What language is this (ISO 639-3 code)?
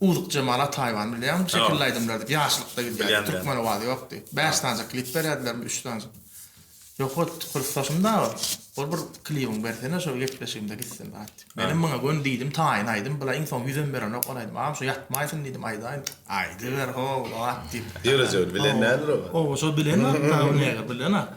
tuk